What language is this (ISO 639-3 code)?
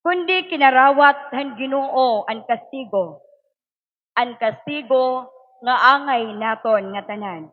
war